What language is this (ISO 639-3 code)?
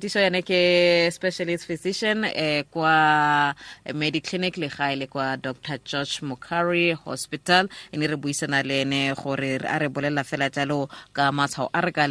tsn